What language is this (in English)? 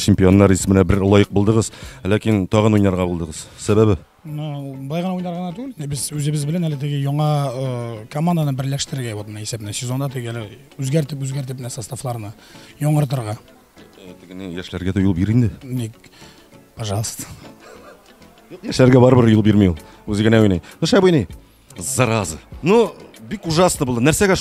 Tatar